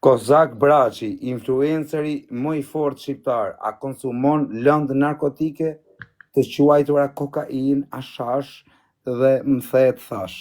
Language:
Albanian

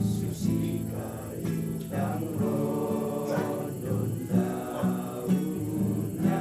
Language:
Toraja-Sa'dan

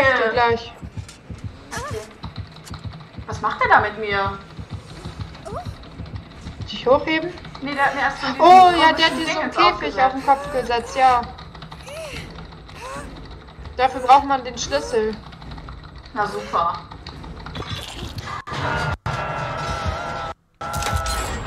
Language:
German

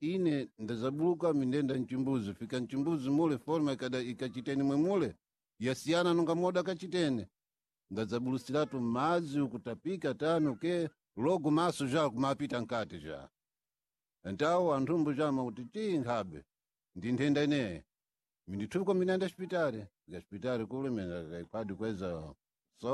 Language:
Sena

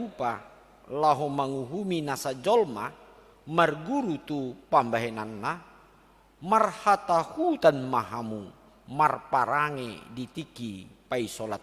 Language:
Batak Toba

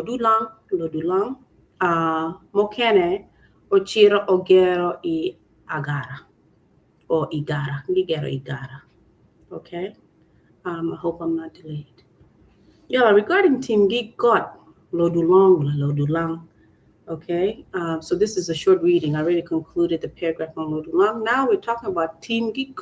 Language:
Acoli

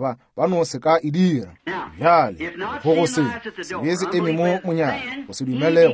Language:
Northern Sotho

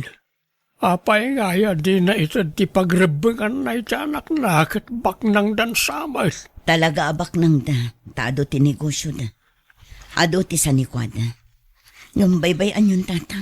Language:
Iloko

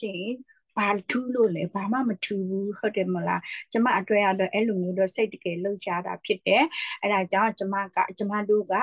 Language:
Burmese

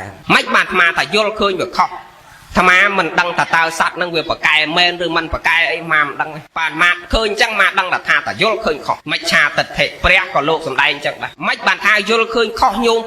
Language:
Khmer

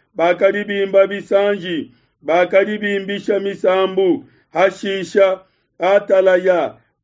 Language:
Luba-Lulua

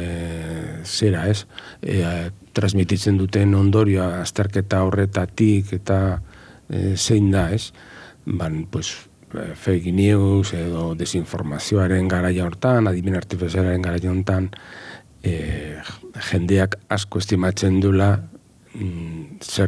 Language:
Basque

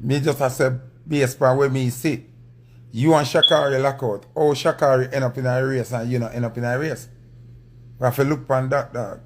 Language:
Jamaican Creole English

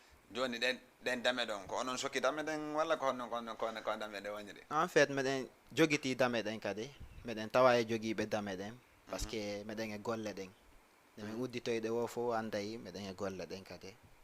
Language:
Fula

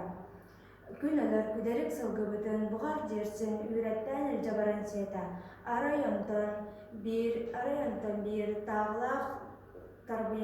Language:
Yakut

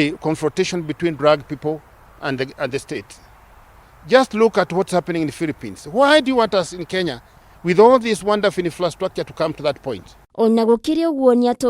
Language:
Kikuyu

